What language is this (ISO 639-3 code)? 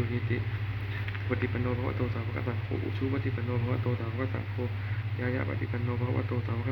pli